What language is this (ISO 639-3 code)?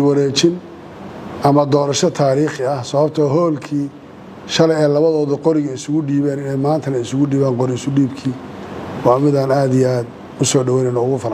som